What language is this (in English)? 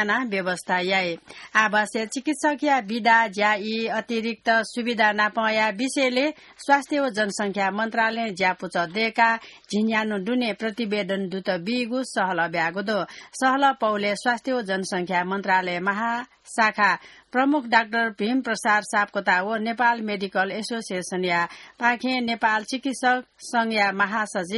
Newari